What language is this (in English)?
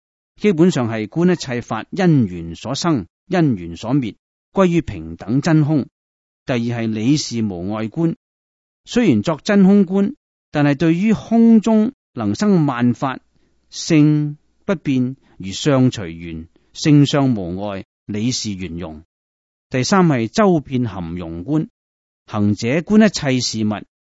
Cantonese